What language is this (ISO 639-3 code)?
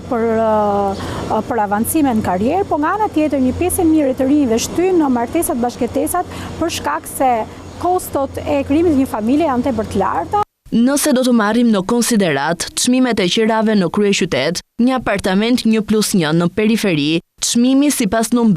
sqi